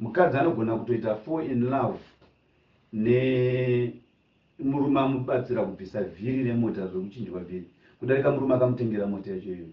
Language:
Shona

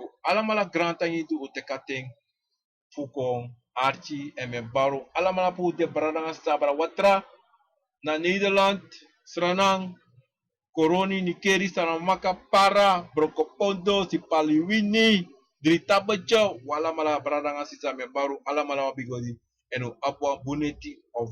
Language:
Sranan Tongo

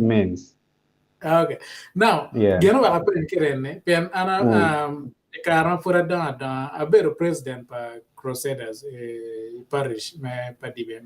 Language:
Acoli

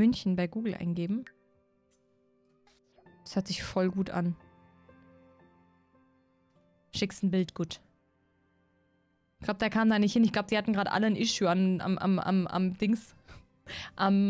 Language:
German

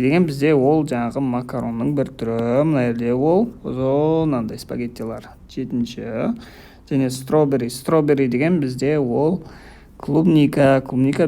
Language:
Kazakh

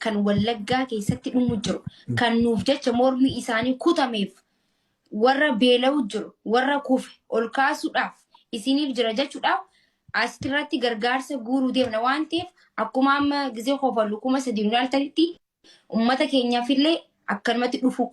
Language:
Oromo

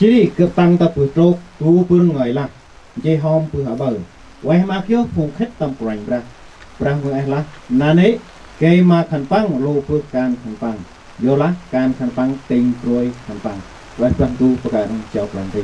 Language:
Central Mnong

